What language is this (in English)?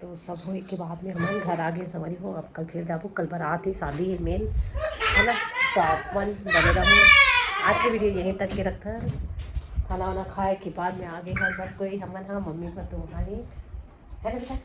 Chhattisgarhi